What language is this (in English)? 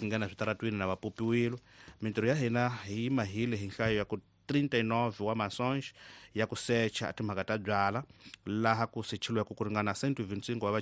Tsonga